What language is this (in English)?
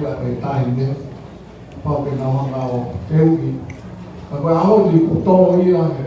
Tongan